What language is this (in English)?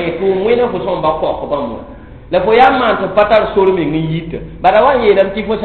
Mossi